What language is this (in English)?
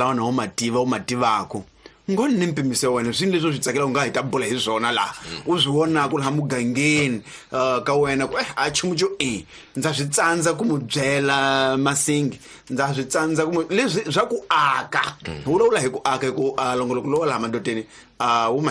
Tsonga